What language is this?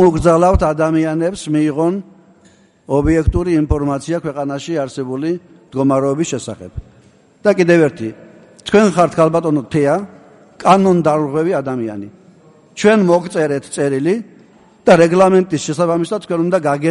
Georgian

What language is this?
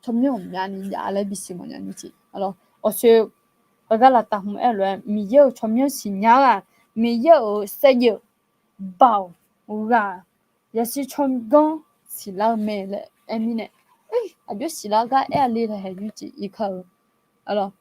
Akha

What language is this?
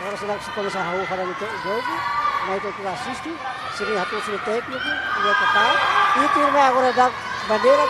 Tetum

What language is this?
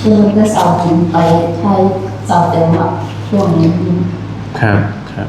Northeastern Thai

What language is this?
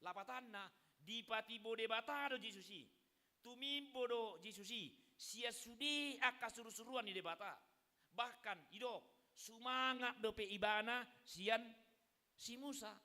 Batak Toba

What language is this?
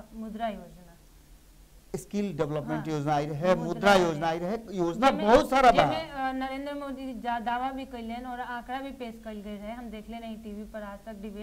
Bhojpuri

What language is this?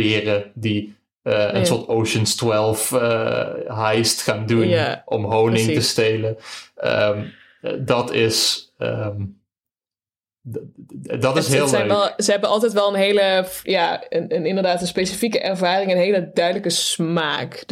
Dutch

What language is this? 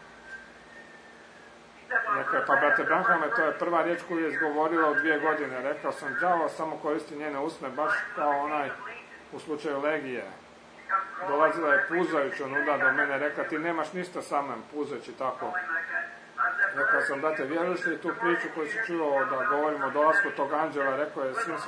Croatian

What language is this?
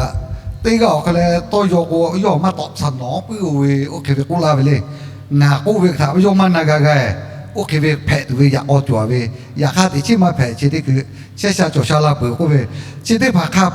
Lahu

